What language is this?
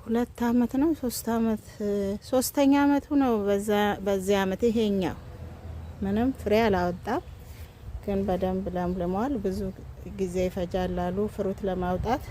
Amharic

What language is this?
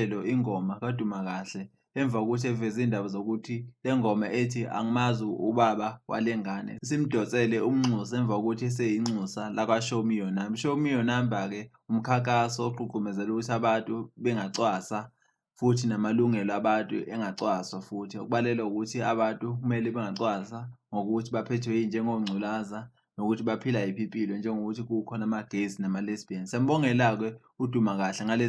Zulu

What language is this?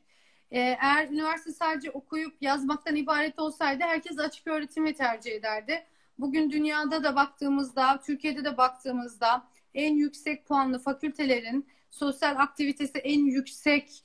Turkish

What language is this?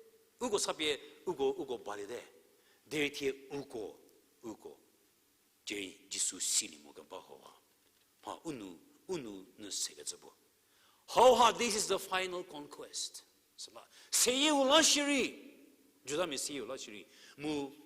Angami Naga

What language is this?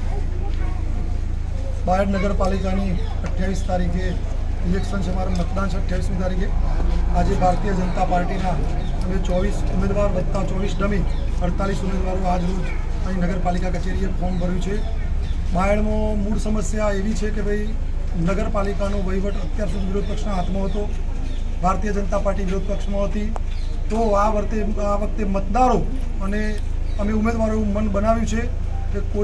Gujarati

